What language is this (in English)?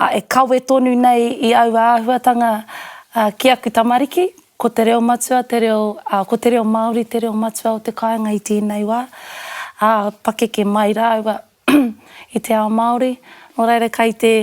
Māori